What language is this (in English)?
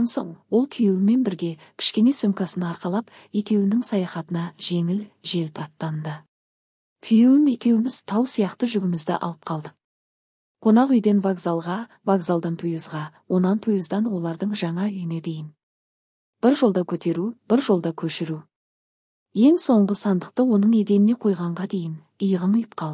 Kyrgyz